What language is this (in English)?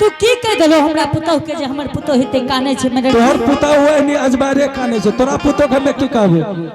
Angika